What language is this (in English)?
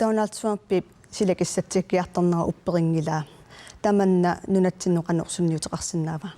Kalaallisut